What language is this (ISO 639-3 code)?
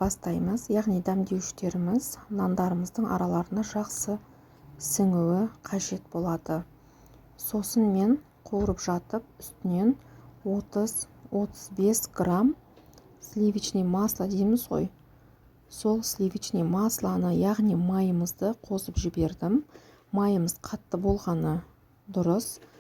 kaz